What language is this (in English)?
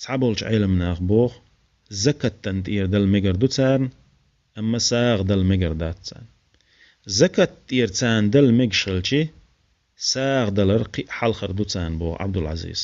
Chechen